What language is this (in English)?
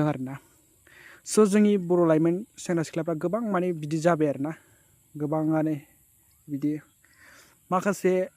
Bodo